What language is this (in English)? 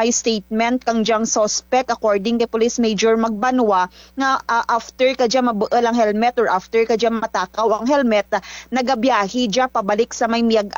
Kinaray-a